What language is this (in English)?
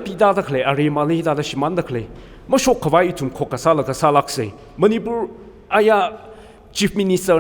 Tangkhul Naga (India)